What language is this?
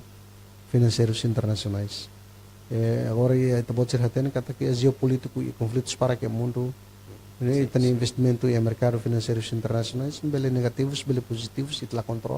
Tetum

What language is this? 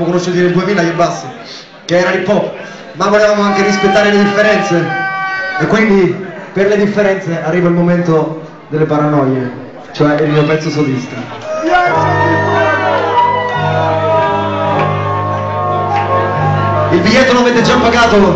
Italian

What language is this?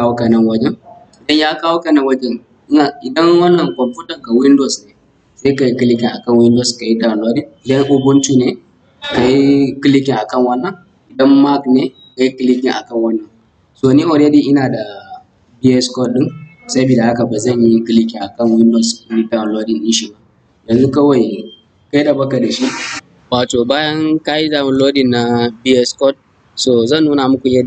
Hausa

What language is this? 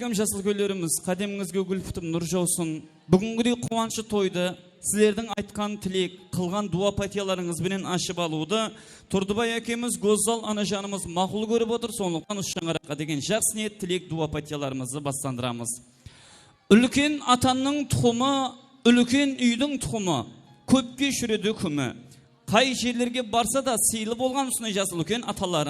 Kara-Kalpak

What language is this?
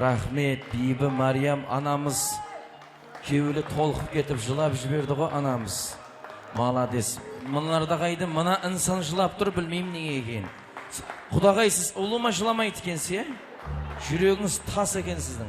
Kara-Kalpak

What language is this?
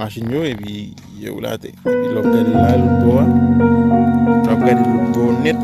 Haitian Creole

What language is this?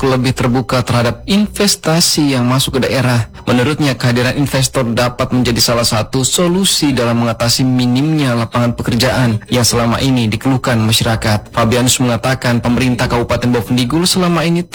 Indonesian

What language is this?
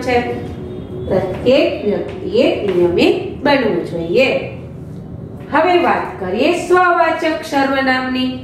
Gujarati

